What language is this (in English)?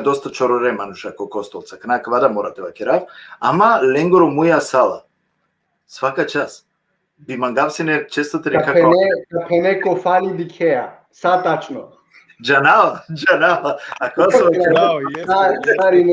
Balkan Romani